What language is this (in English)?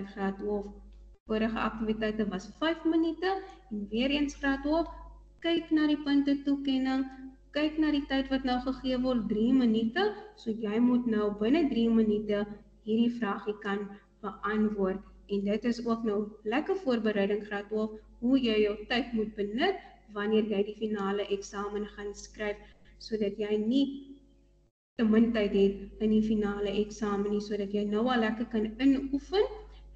Afrikaans